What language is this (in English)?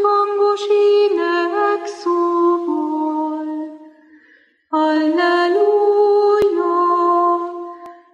Hungarian